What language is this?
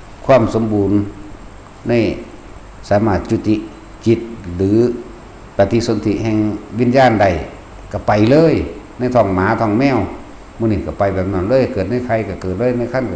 Northeastern Thai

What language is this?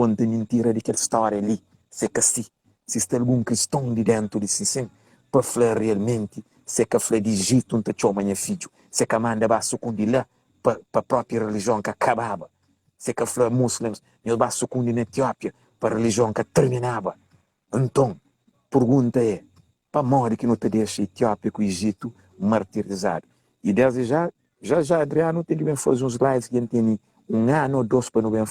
Kabuverdianu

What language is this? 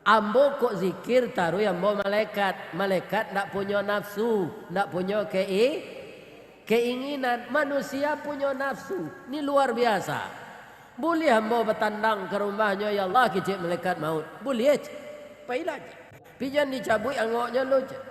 Minangkabau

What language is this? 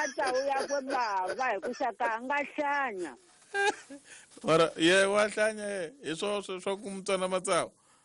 Tsonga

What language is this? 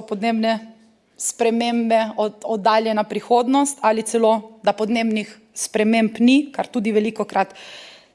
Slovenian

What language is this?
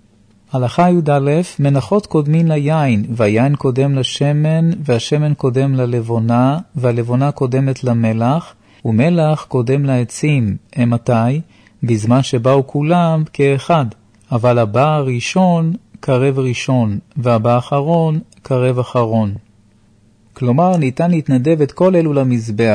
Hebrew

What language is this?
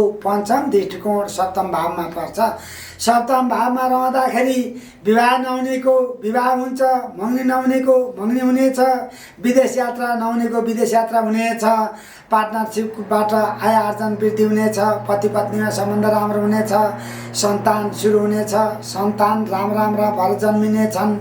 Nepali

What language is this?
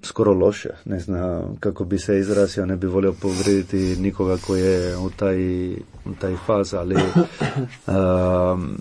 Croatian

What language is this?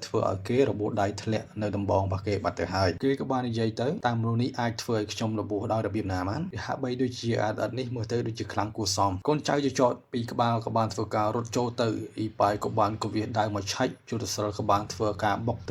Khmer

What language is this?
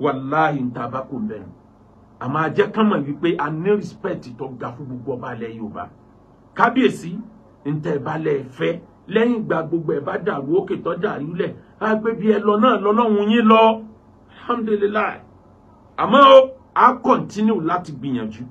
Yoruba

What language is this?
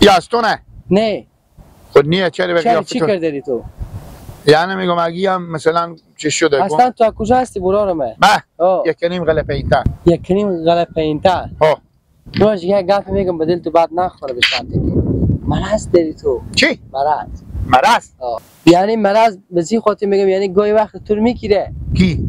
Hazaragi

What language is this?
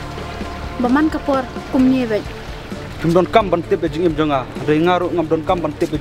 Khasi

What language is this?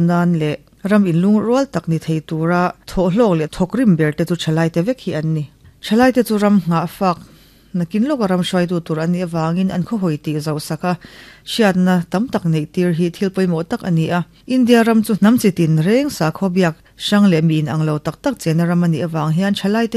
Mizo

